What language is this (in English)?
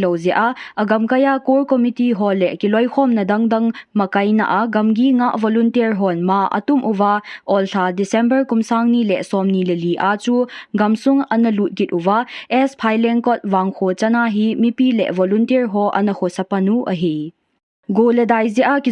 Thado Chin